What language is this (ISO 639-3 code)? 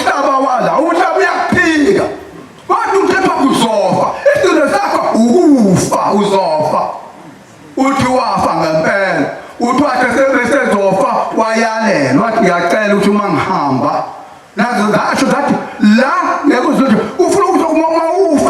zul